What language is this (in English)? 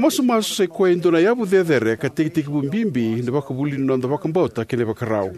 Fijian